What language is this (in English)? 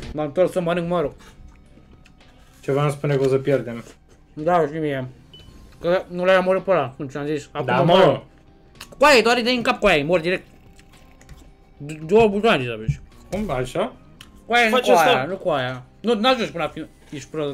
Romanian